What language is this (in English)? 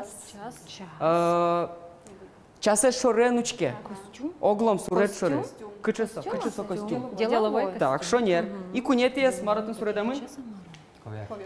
Udmurt